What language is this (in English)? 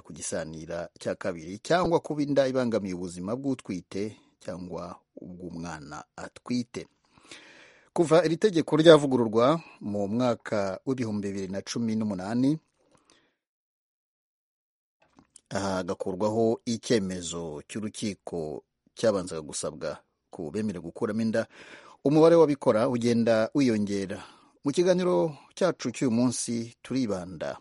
Kinyarwanda